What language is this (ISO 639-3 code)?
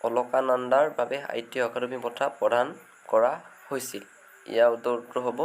asm